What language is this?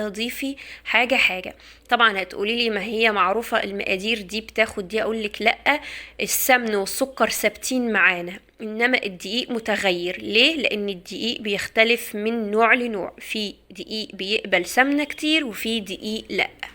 Egyptian Arabic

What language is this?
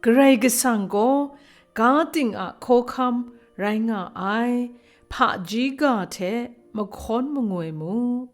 Kachin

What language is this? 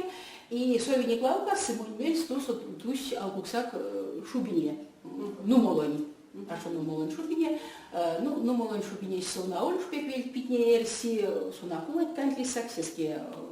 Erzya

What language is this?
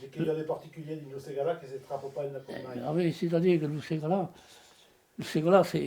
Occitan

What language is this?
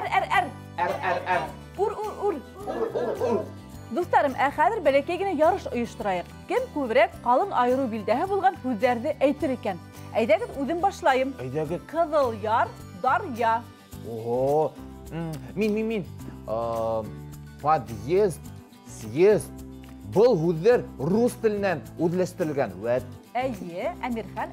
Bashkir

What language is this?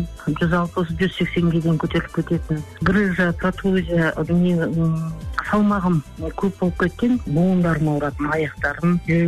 Kazakh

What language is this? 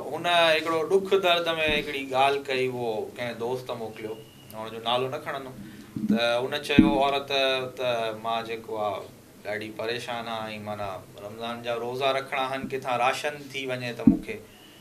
Sindhi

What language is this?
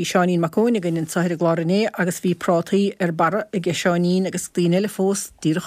Irish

